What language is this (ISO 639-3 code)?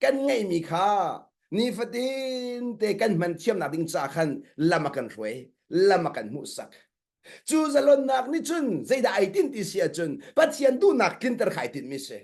cnh